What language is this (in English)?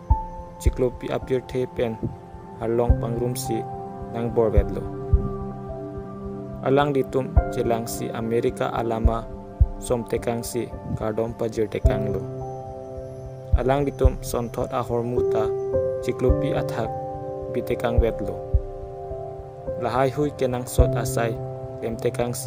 Karbi